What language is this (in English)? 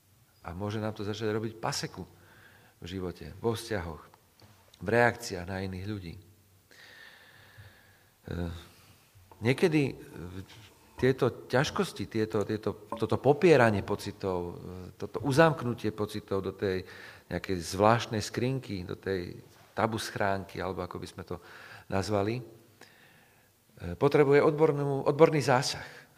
Slovak